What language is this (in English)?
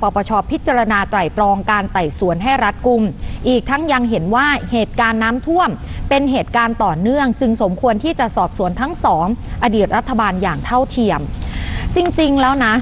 Thai